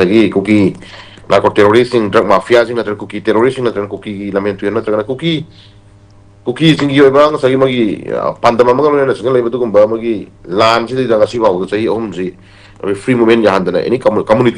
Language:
Manipuri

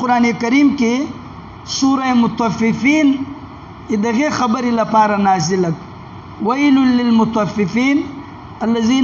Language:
Pashto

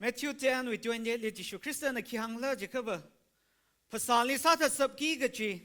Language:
Tangkhul Naga (India)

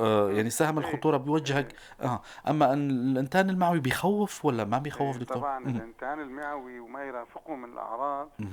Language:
North Levantine Arabic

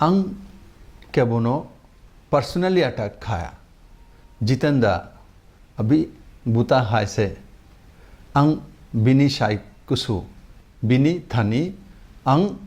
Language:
Kok Borok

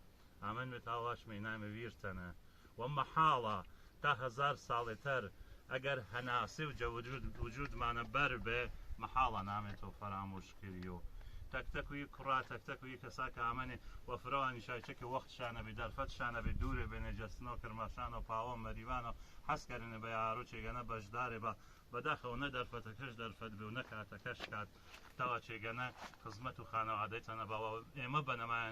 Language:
Gurani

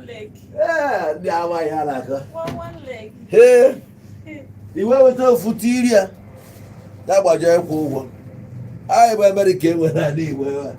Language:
Igbo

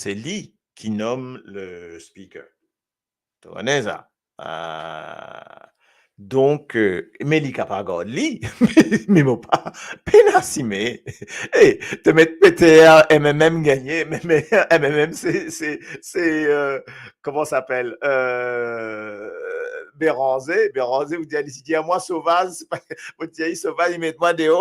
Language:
Morisyen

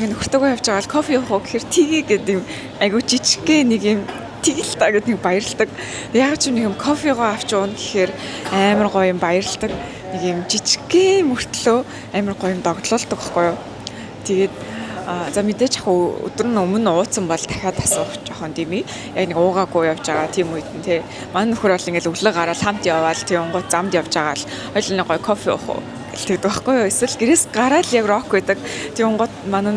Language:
Mongolian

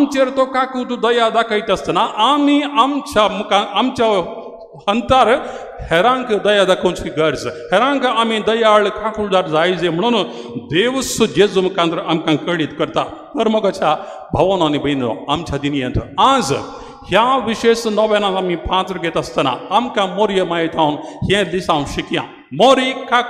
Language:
Konkani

